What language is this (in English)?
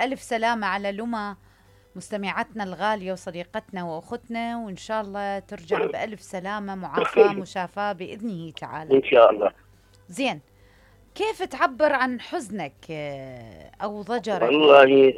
Mesopotamian Arabic